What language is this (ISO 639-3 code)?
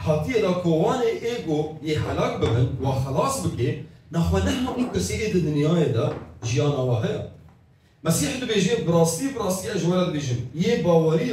kur